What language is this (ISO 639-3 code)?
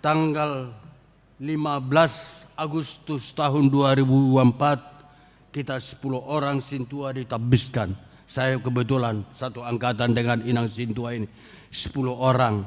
bbc